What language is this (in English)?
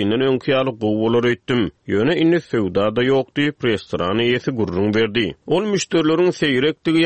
Turkmen